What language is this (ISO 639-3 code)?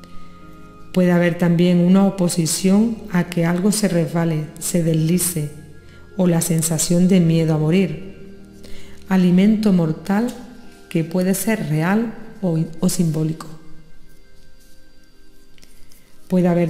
spa